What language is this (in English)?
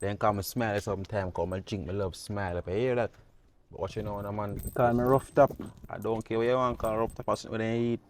Jamaican Creole English